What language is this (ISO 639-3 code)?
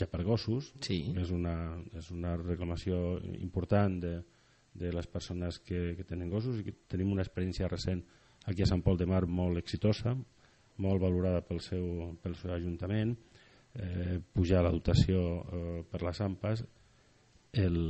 cat